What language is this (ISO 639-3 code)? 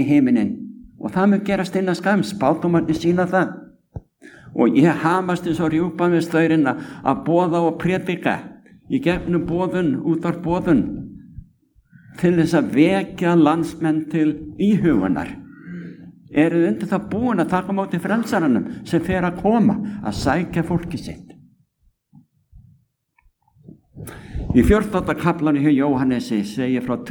isl